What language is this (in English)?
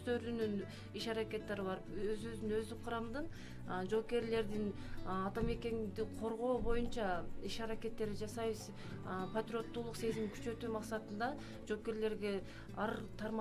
Kyrgyz